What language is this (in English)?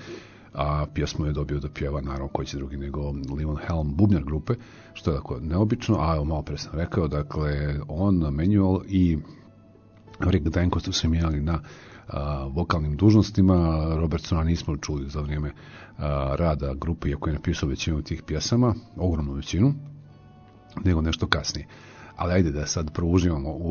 Serbian